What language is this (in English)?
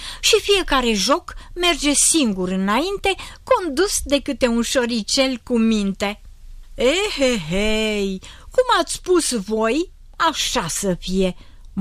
Romanian